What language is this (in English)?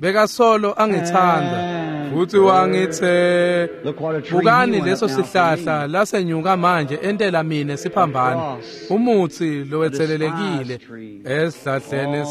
Swati